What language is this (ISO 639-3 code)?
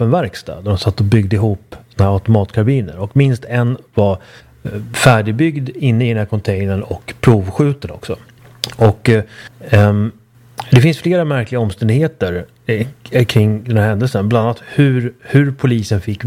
swe